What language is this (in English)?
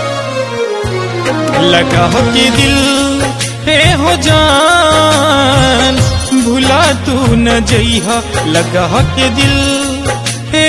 Bhojpuri